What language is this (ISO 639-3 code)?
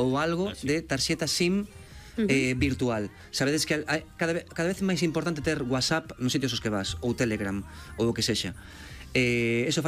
glg